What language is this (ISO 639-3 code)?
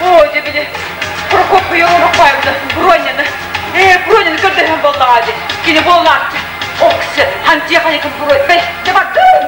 sah